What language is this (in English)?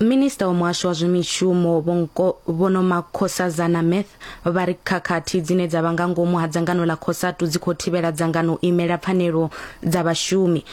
Venda